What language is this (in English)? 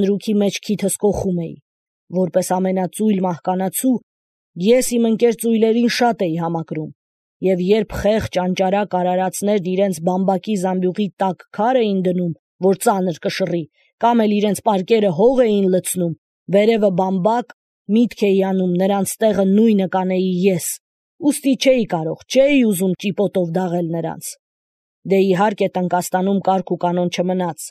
Armenian